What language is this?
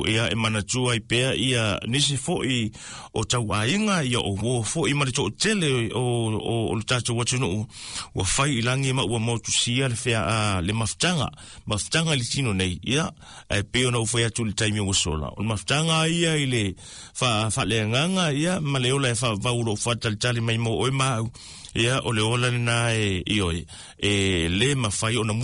Samoan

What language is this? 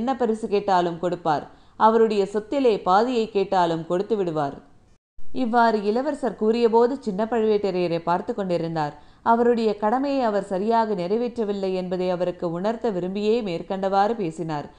Tamil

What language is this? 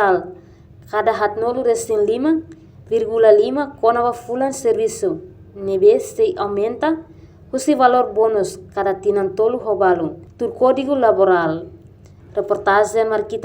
Tetum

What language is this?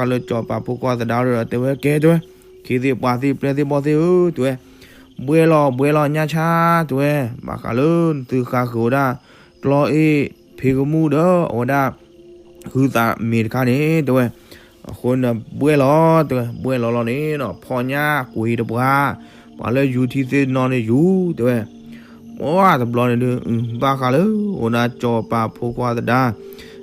S'gaw Karen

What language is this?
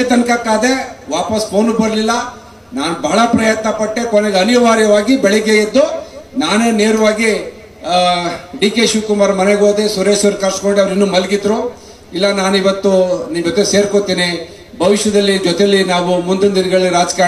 Kannada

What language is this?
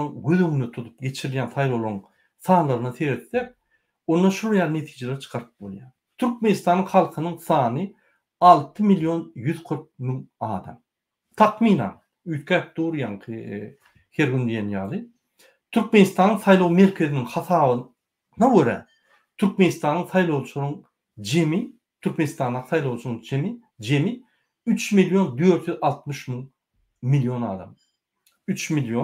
Turkmen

